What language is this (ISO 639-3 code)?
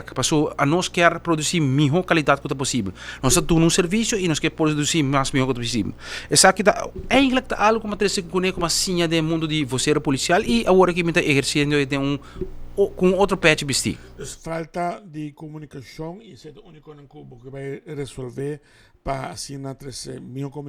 pap